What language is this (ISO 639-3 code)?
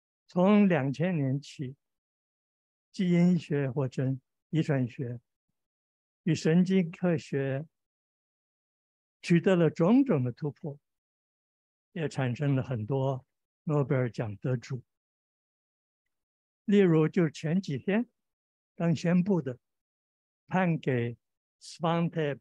zho